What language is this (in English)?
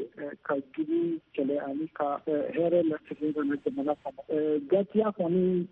Bambara